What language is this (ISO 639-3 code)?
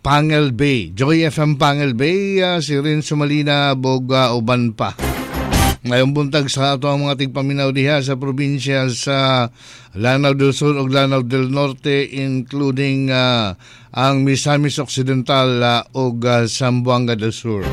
ceb